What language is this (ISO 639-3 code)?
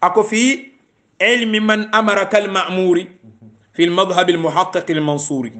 hau